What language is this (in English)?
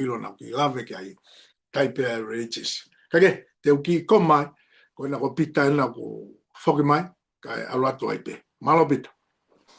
Tongan